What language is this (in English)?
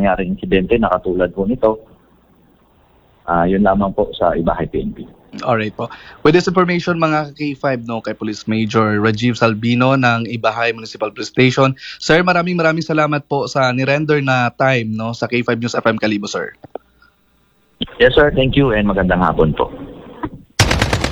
Filipino